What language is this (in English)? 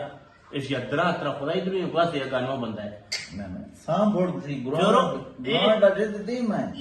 Eastern Balochi